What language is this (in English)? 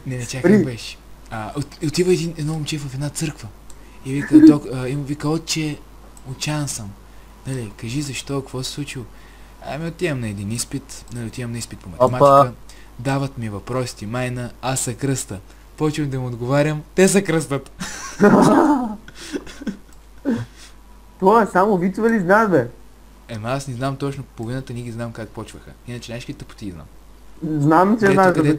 Bulgarian